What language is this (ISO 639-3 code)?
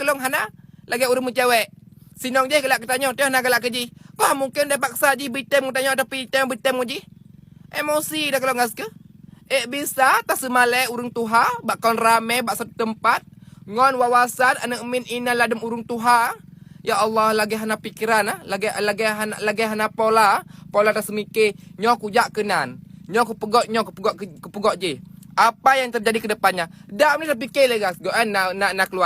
ace